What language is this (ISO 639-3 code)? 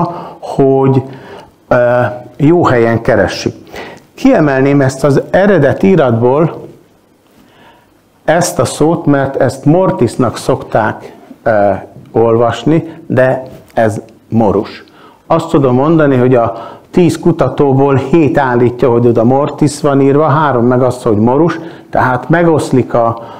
hun